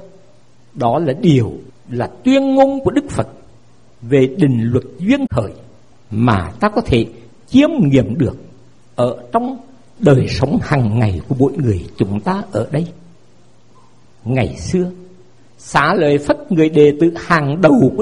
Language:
Vietnamese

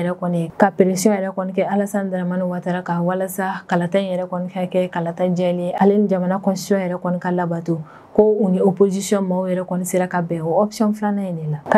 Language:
Bambara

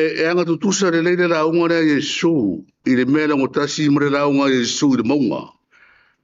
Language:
Samoan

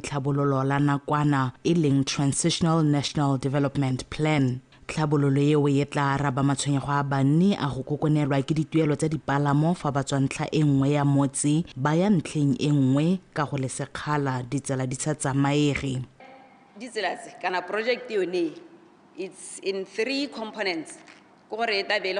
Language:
Tswana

